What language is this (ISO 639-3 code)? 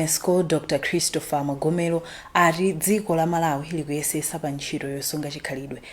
nya